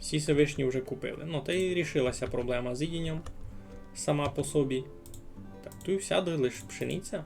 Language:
Rusyn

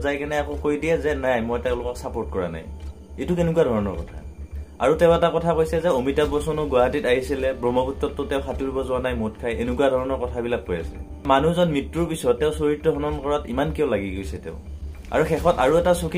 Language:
Assamese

